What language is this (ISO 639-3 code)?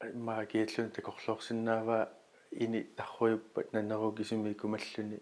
kal